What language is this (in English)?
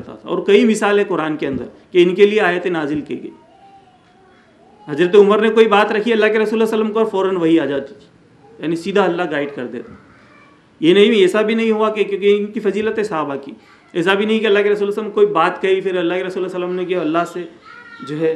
Urdu